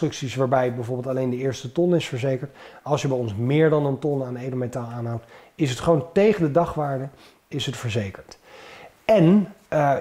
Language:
Dutch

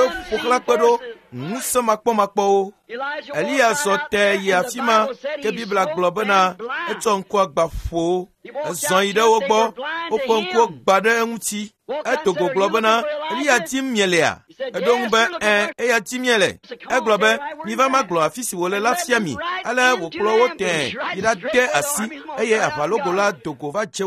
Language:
Ewe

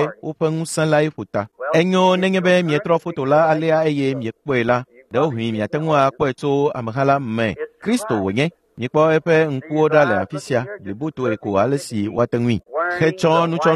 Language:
Ewe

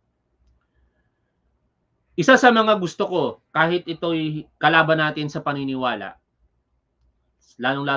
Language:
Filipino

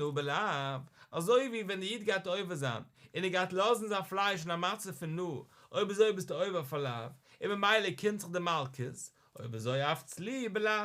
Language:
Yiddish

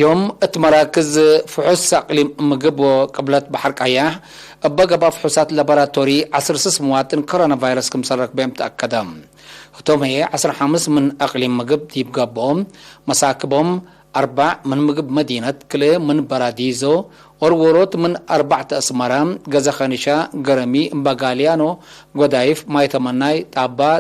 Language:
Tigre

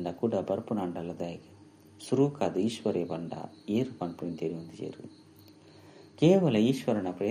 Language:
Tulu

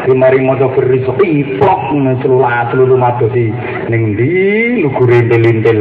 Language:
Javanese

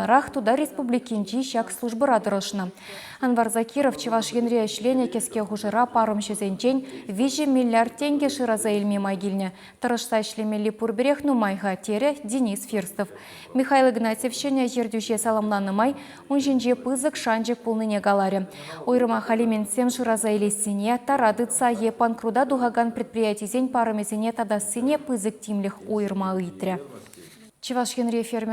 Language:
Chuvash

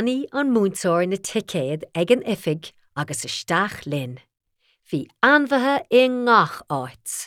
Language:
Irish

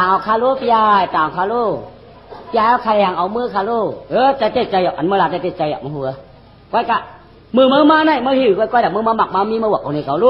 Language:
Shan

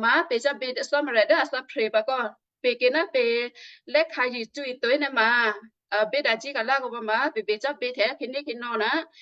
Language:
Western Kayah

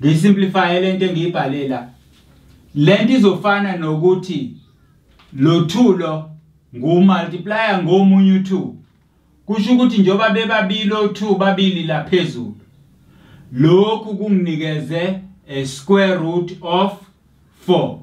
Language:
Zulu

